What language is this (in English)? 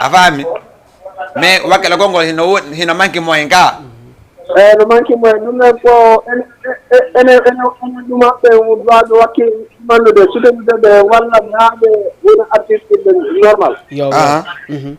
Fula